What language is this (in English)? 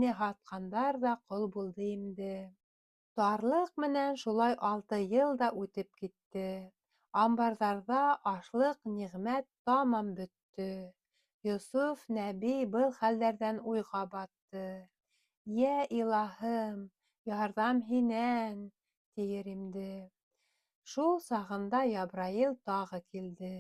Bashkir